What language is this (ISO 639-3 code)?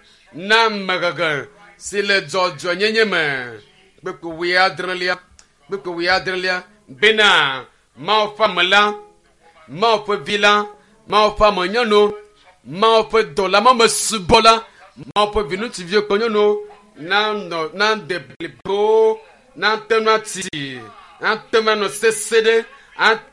ewe